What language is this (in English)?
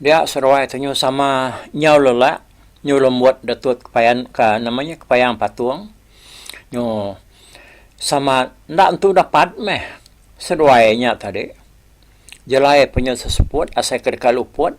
Iban